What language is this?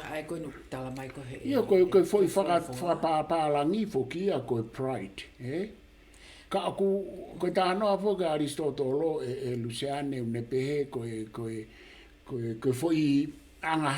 Tongan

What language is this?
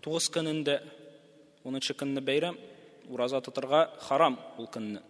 Tatar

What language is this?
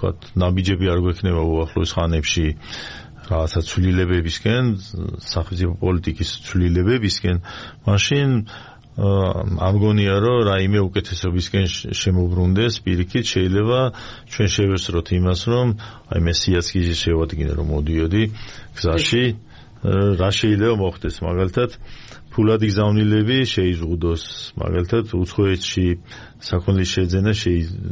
Georgian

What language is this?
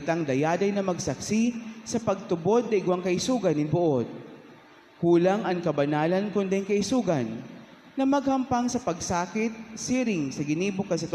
Bikol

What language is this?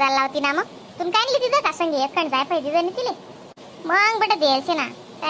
Khandesi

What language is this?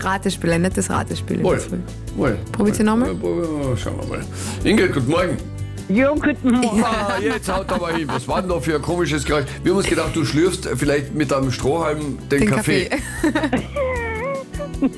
German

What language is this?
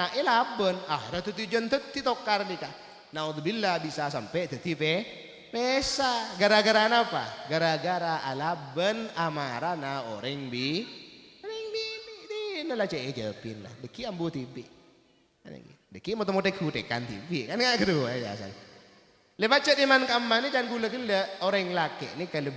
Madurese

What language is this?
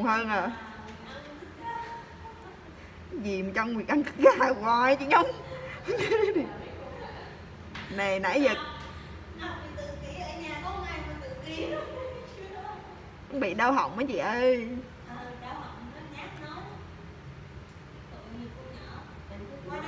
Vietnamese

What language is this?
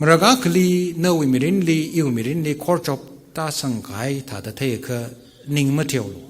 Tangkhul Naga (India)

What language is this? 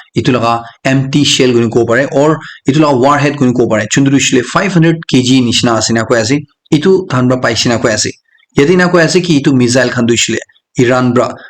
Naga Pidgin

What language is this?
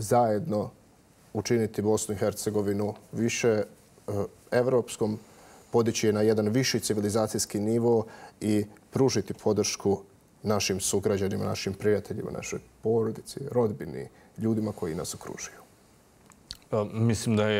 Bosnian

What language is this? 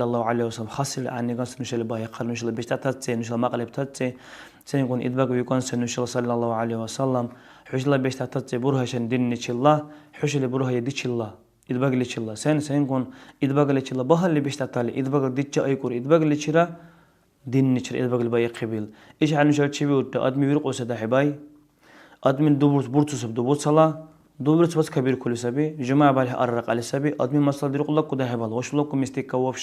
Dargwa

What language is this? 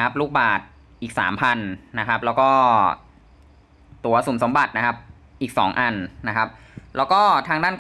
Thai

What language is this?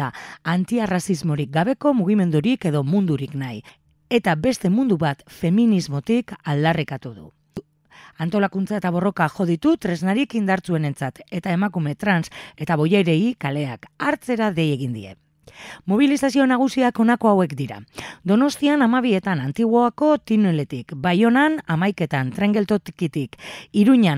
Basque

